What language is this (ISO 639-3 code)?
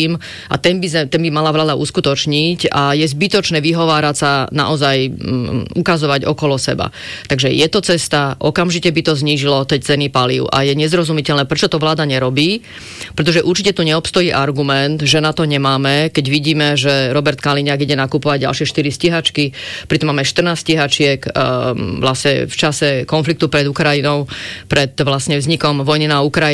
slk